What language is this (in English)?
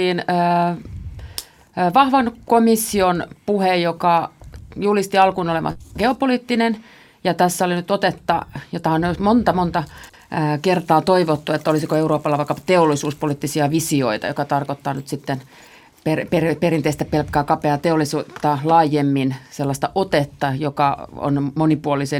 Finnish